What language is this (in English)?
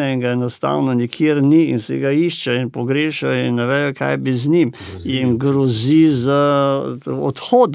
Slovenian